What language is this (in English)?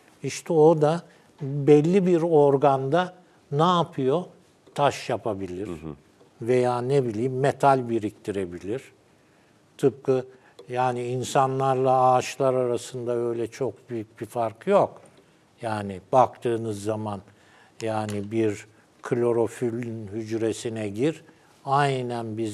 Turkish